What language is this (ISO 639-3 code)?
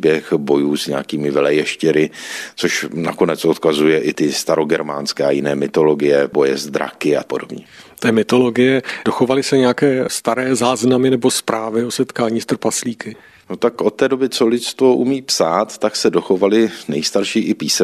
ces